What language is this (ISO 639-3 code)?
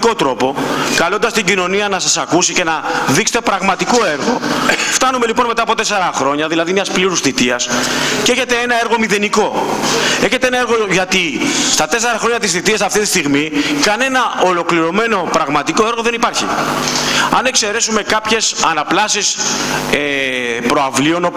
ell